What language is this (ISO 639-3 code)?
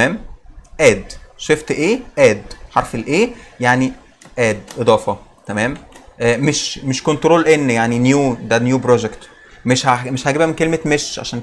arz